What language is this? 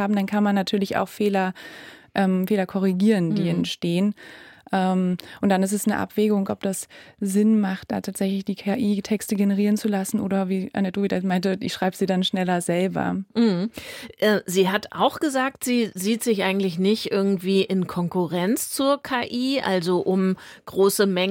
German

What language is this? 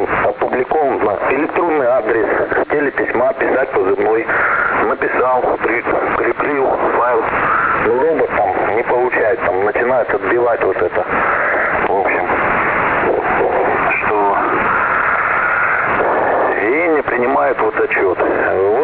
Russian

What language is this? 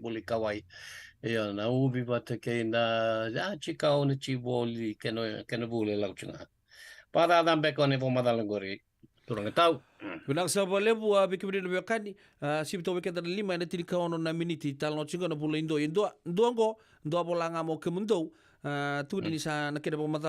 Fijian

